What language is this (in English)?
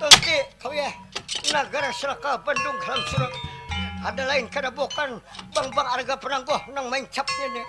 Banjar